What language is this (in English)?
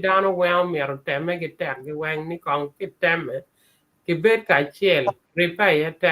Acoli